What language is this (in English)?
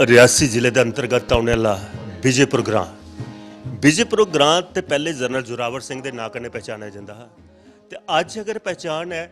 Dogri